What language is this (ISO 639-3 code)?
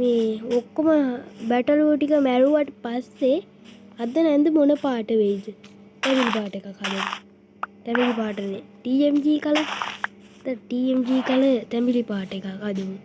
sin